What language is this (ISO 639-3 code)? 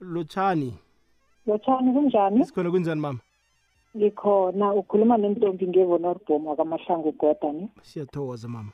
nbl